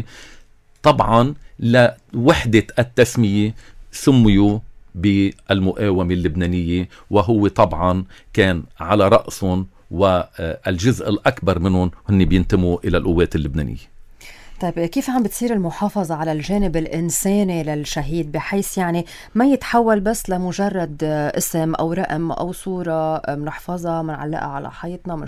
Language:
North Levantine Arabic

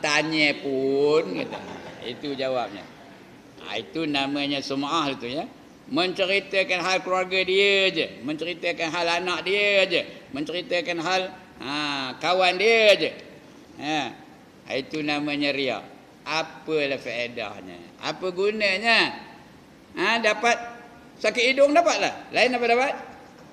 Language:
Malay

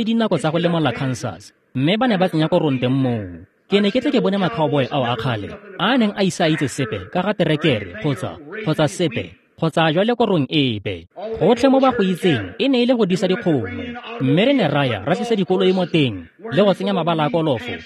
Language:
Tswana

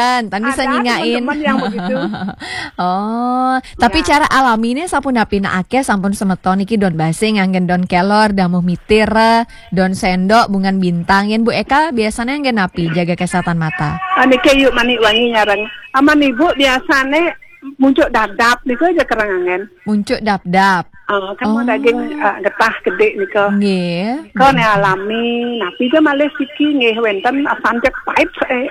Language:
Balinese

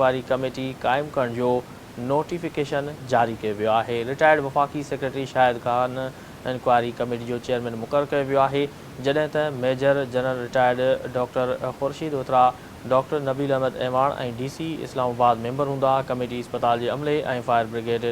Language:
Sindhi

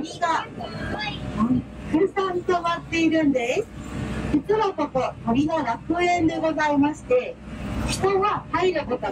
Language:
Japanese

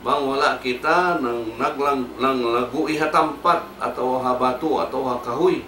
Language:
Tausug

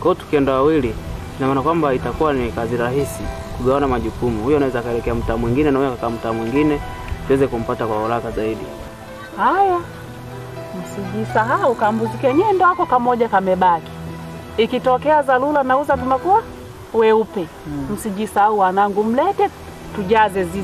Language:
Swahili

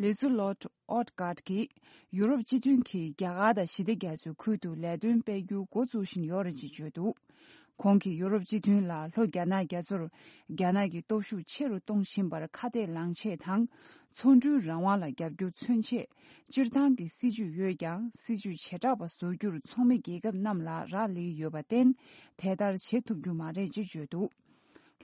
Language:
Tibetan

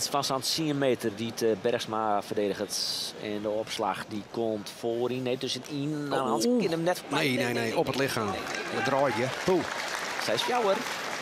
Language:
Western Frisian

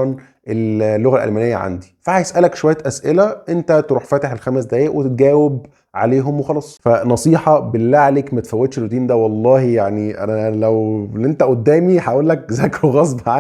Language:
Egyptian Arabic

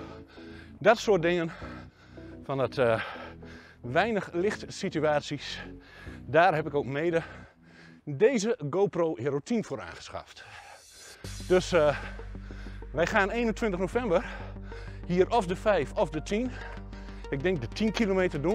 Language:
Dutch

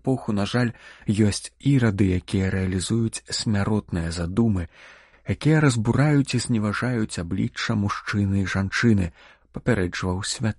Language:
Belarusian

